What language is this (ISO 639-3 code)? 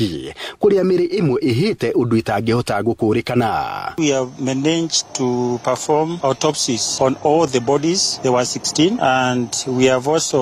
kik